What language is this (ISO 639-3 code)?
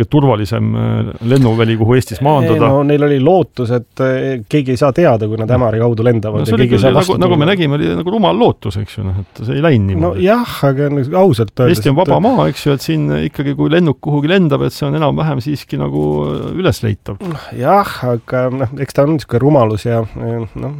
est